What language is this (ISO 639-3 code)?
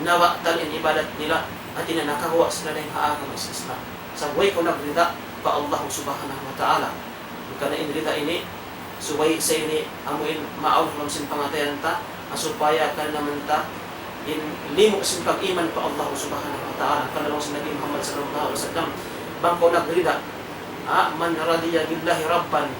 tsg